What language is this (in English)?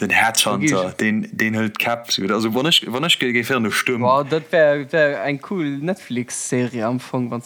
Luxembourgish